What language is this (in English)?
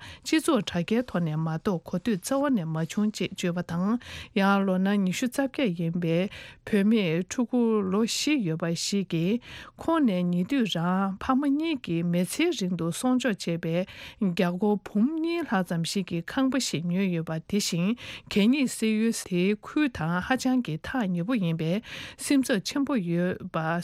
Tibetan